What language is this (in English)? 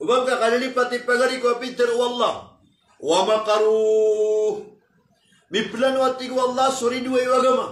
Maranao